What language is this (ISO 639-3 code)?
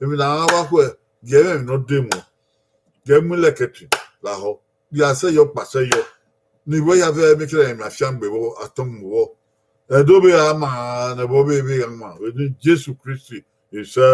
bin